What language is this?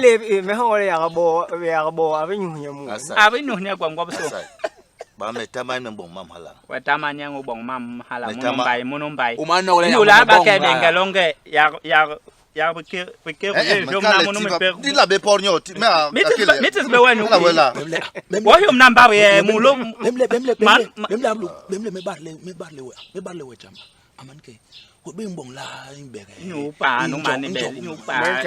Basaa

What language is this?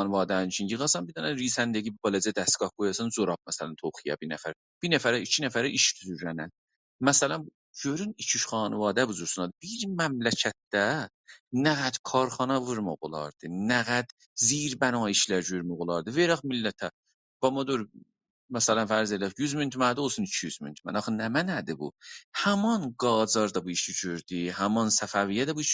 South Azerbaijani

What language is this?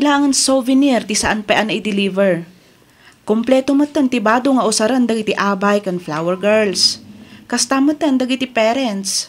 Iloko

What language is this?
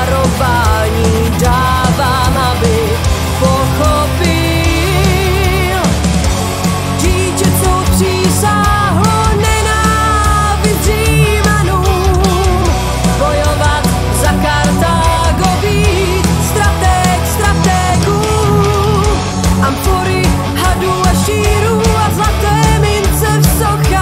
Czech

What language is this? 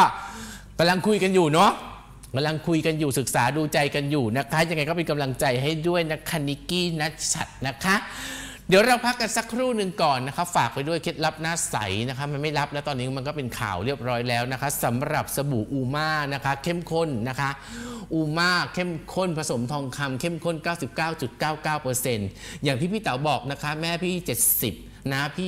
Thai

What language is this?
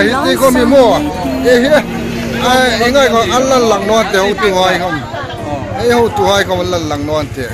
Hmar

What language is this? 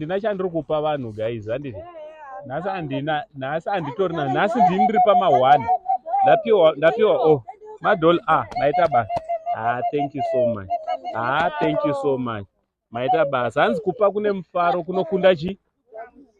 Shona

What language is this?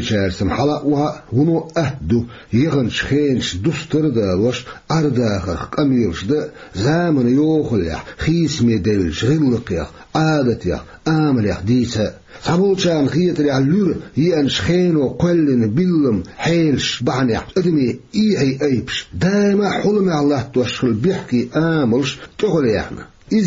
Chechen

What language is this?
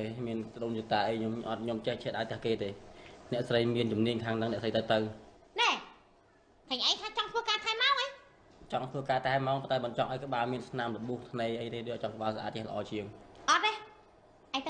Khmer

